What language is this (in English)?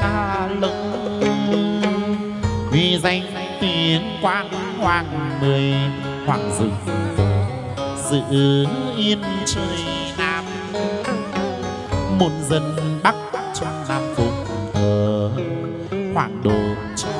Vietnamese